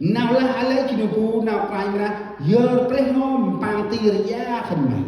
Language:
Central Mnong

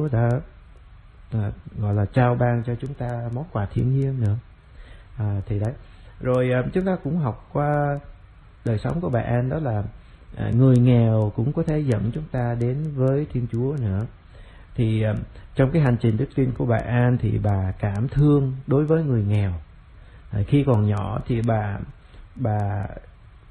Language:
Vietnamese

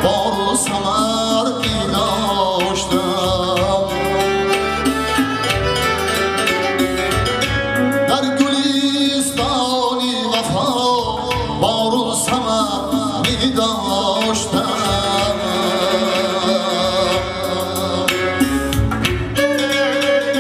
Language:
Persian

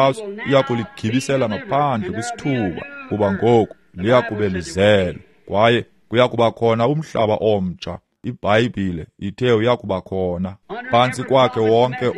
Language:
Xhosa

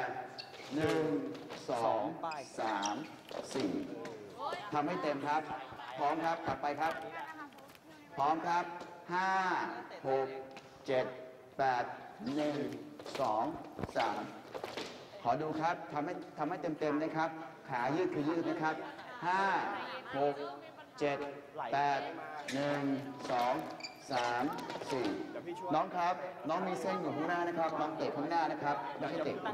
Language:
Thai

